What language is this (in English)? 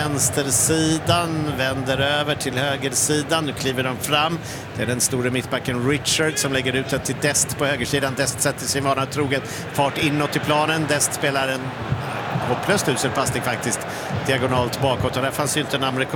Swedish